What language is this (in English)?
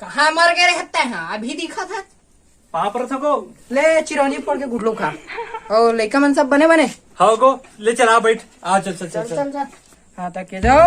Chhattisgarhi